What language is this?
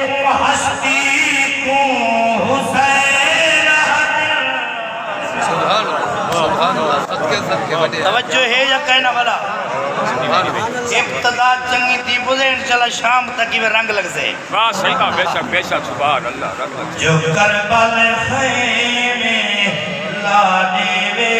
Saraiki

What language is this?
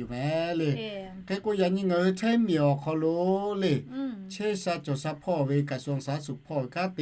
Lahu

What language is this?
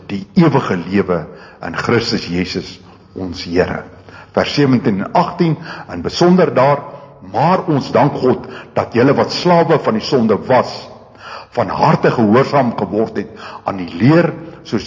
Afrikaans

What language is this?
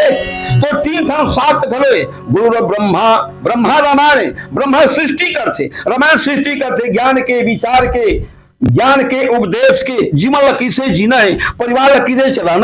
Chhattisgarhi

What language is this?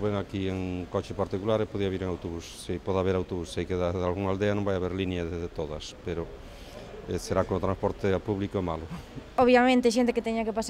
Galician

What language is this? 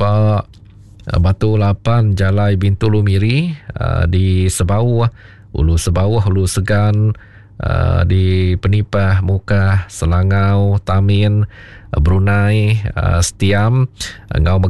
Iban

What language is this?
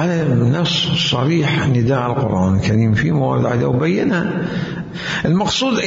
Mesopotamian Arabic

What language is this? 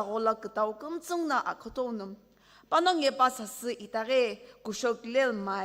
Sumi Naga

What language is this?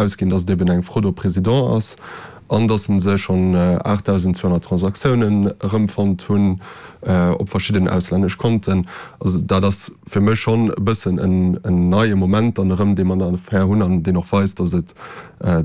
Luxembourgish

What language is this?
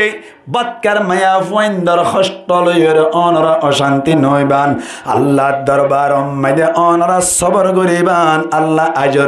Rohingya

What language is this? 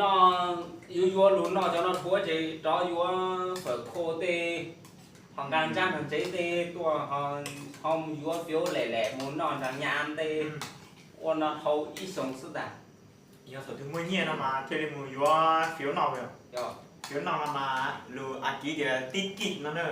Hmong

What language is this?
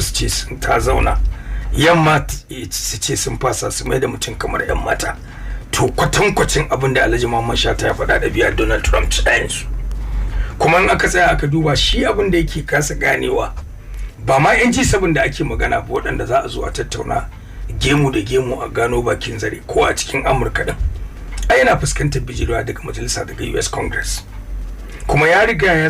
Hausa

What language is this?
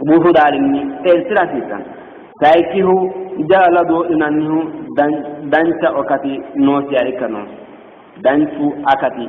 Sidamo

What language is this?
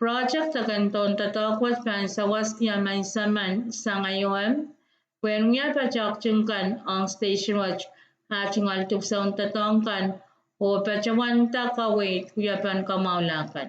Pohnpeian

